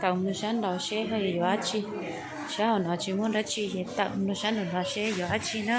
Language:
Hmong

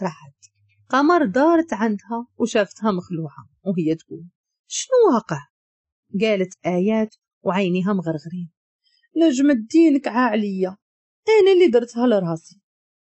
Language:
Moroccan Arabic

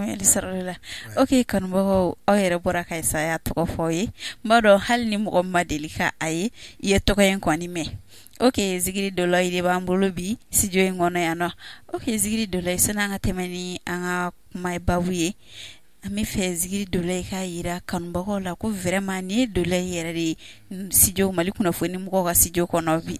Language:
Bambara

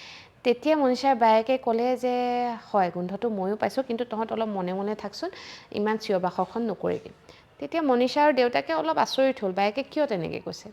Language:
Assamese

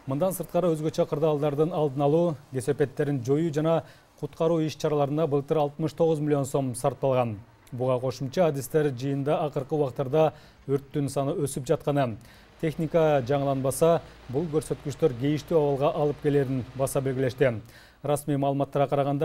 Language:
Kyrgyz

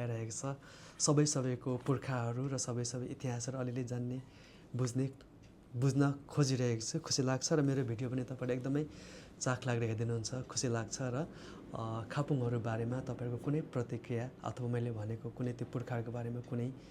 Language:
Nepali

